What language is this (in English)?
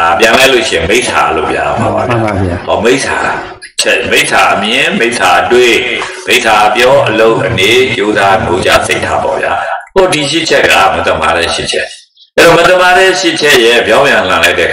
Burmese